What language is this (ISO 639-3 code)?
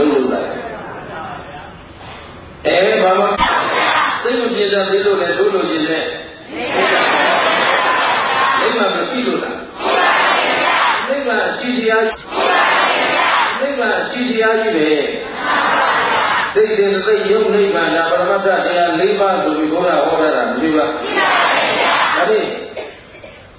mya